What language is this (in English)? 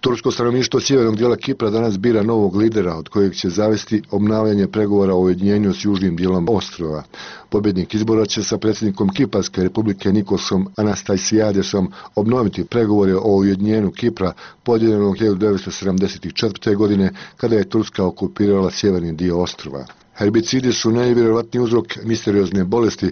Bosnian